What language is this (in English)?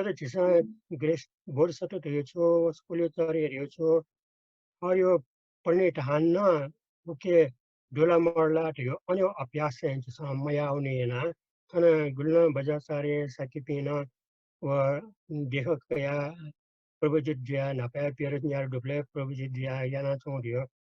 Newari